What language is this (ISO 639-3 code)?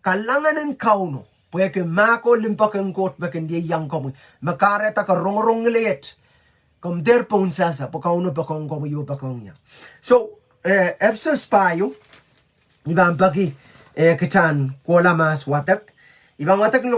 pon